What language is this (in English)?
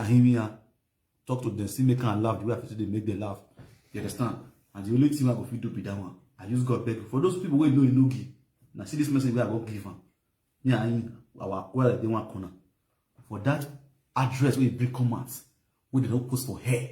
Nigerian Pidgin